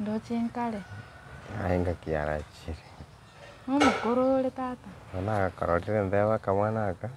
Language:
Gusii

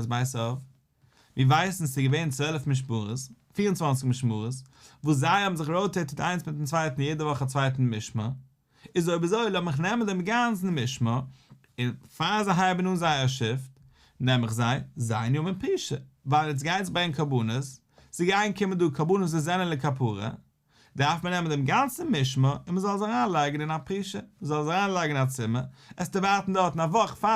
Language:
Yiddish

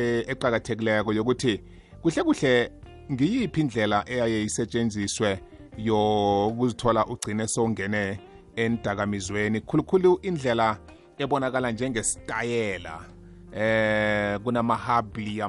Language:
South Ndebele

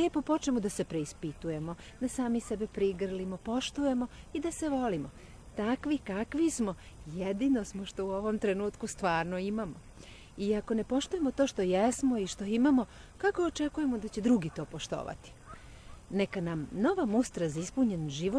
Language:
Serbian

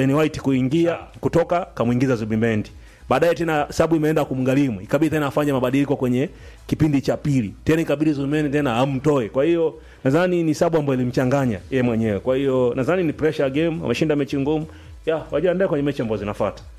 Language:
Swahili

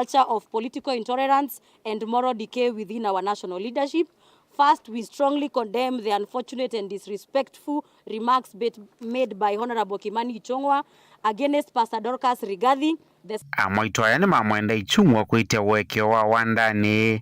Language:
Kamba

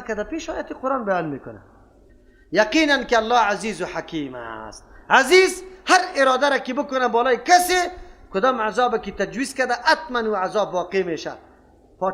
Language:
Persian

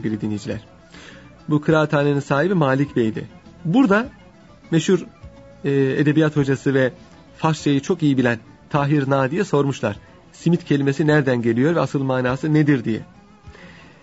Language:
Turkish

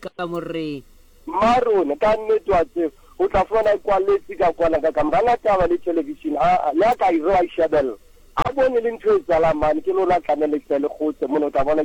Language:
Southern Sotho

